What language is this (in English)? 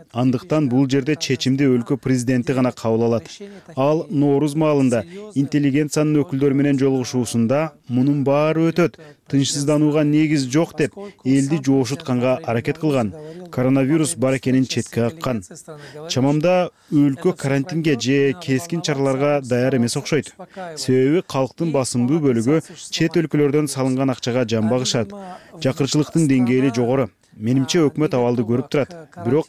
Kyrgyz